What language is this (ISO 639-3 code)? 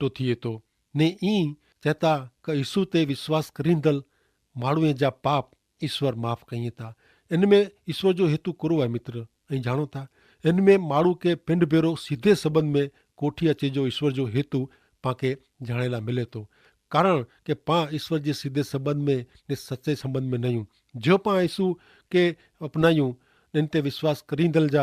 kfr